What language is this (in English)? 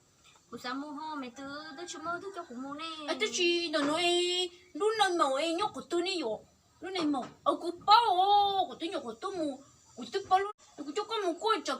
Hmong